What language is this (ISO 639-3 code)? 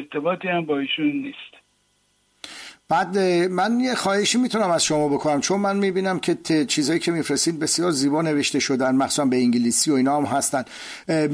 fas